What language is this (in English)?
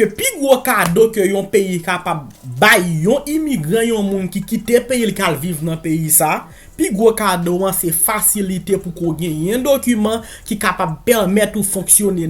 Haitian Creole